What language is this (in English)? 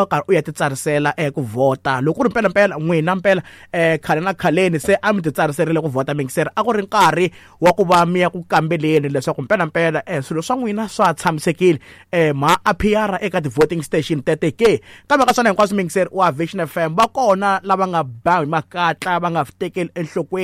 Tsonga